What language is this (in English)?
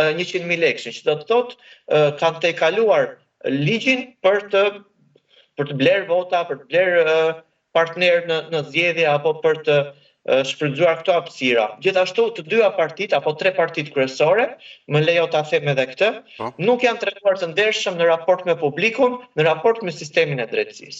Albanian